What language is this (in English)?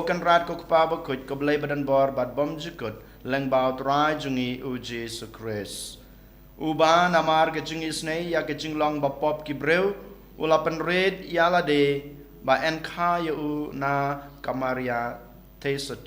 Khasi